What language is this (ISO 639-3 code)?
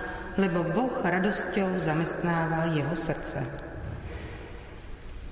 slk